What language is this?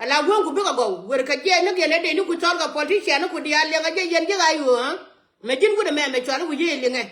Nuer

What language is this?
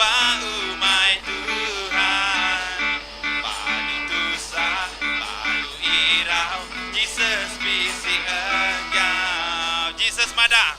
Iban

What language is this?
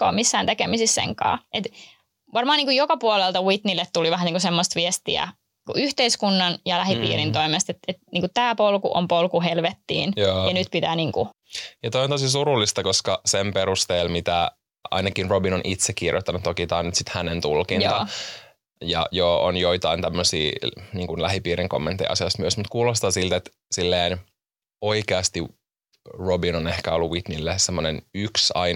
Finnish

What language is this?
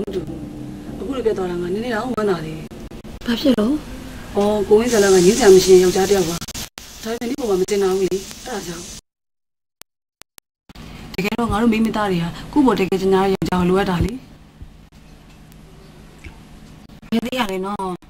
Burmese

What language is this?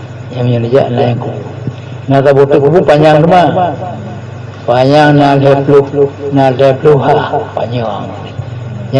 Achinese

